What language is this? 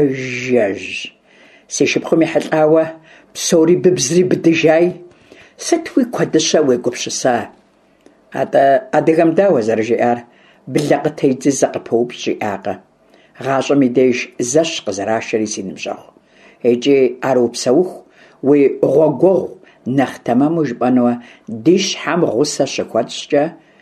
Kabardian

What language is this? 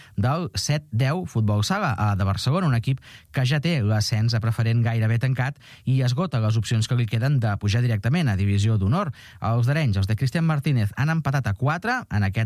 Catalan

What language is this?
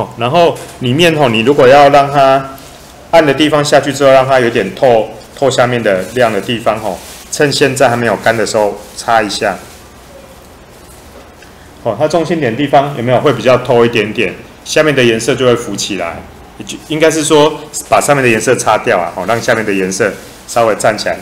Chinese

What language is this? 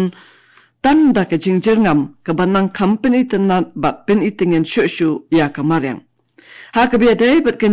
Khasi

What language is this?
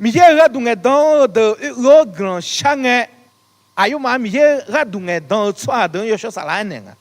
Akha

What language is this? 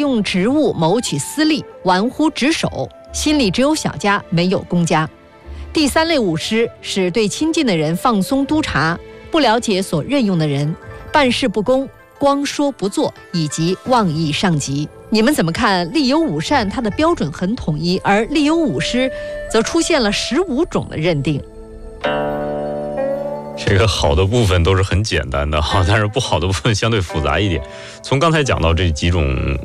Chinese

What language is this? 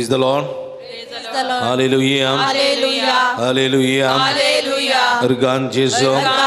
Konkani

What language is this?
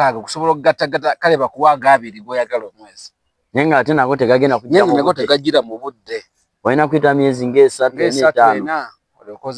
Ganda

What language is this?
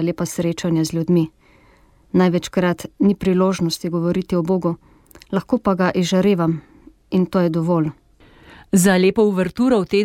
Slovenian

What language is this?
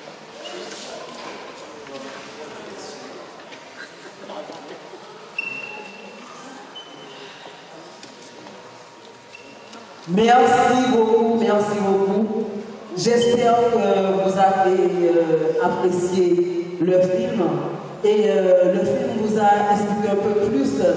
French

